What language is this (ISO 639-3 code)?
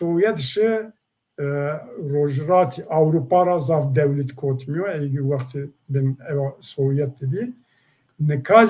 zza